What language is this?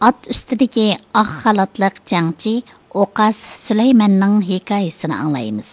Uyghur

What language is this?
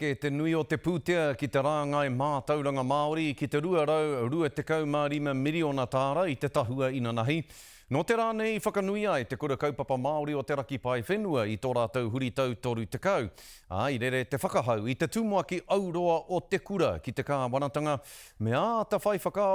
Māori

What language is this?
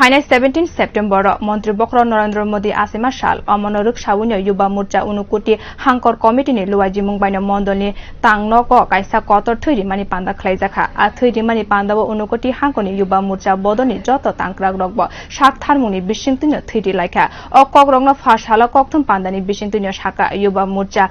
Kok Borok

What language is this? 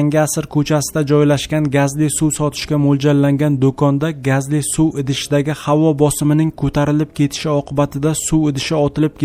Uzbek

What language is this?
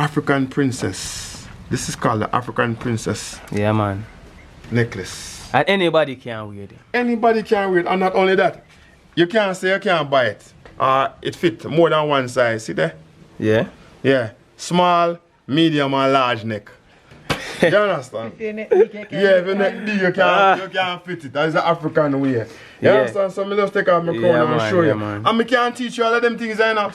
Jamaican Creole English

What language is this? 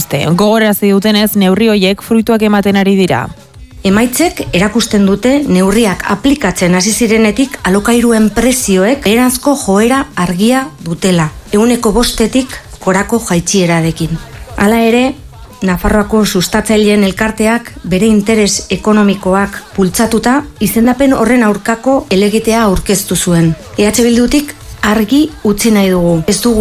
Basque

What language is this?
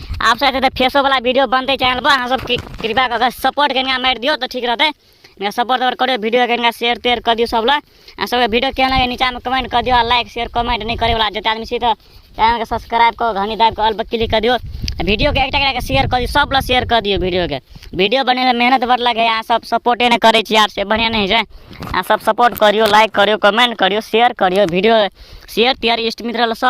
Maithili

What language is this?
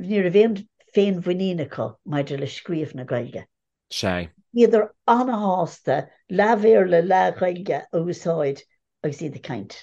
Irish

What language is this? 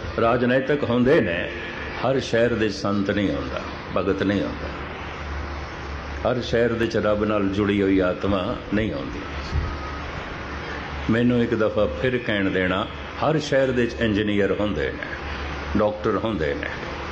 Punjabi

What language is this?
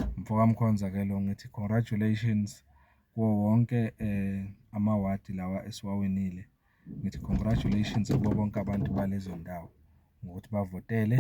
Zulu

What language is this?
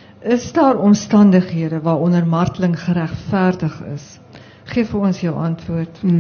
Afrikaans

